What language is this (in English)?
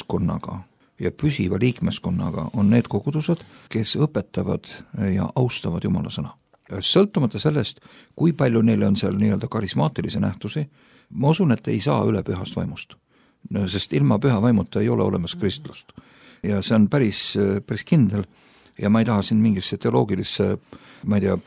Estonian